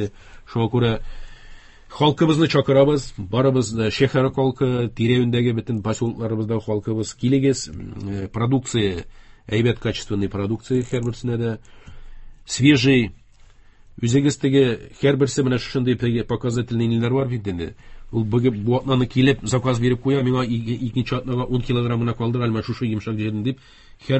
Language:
Tatar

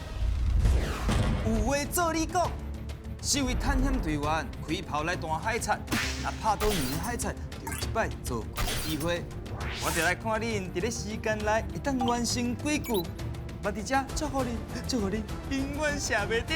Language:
Min Nan Chinese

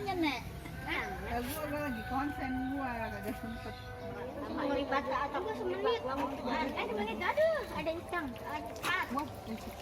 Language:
Betawi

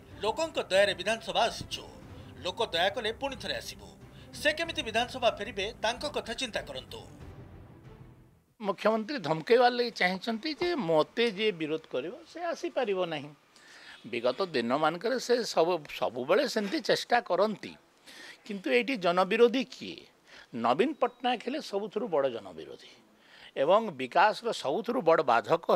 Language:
Odia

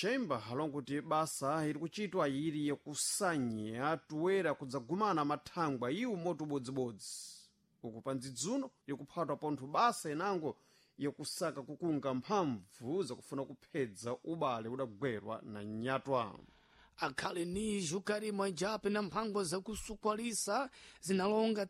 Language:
Sena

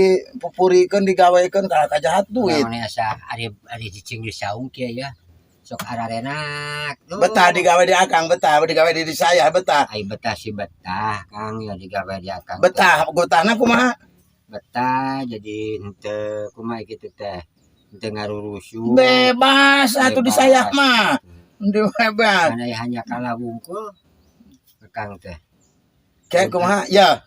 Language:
Sundanese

